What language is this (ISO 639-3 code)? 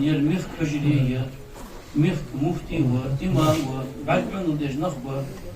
inh